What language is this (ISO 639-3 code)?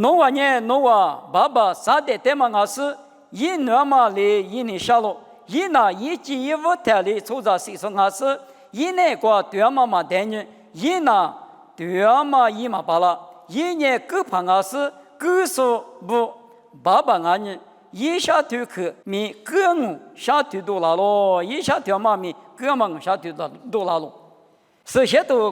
lis